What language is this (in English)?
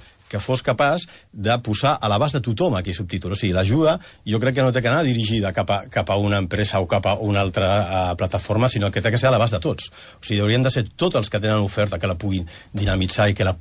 Catalan